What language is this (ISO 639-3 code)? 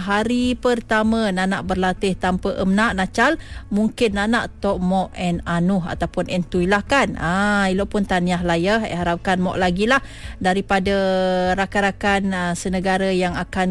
msa